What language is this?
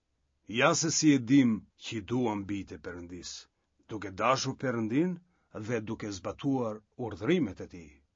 Albanian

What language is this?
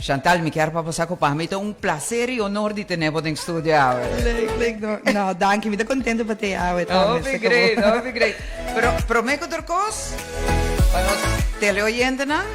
Papiamento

